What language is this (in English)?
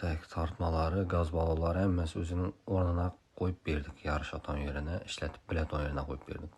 Uzbek